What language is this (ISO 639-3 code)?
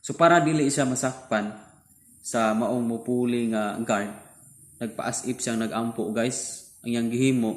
ceb